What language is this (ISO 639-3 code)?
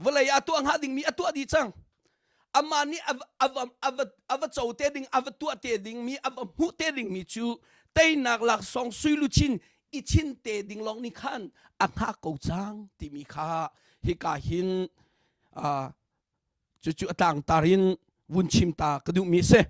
cnh